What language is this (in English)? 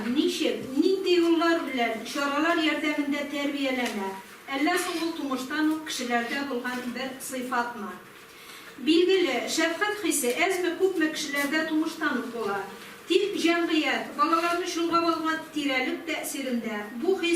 Tatar